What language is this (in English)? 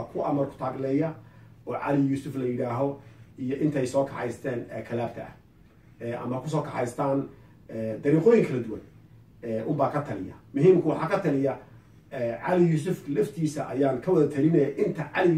Somali